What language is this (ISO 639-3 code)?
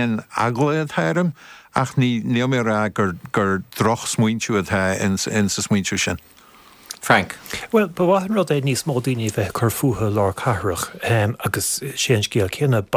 gle